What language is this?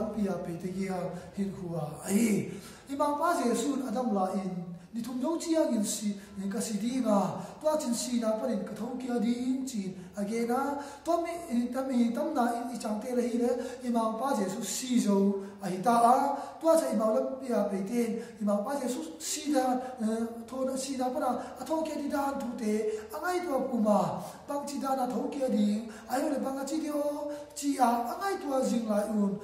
Tedim Chin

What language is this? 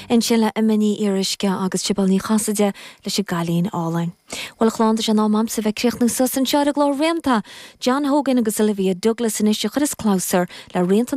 Irish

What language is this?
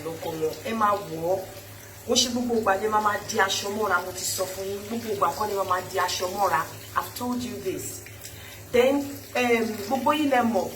Yoruba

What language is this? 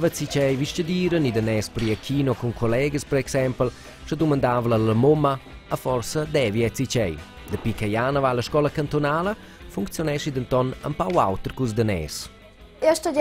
Romansh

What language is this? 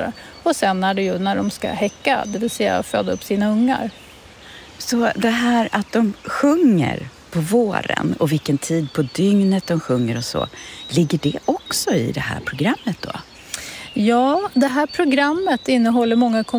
Swedish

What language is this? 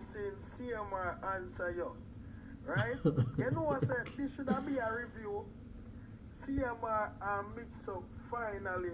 Jamaican Creole English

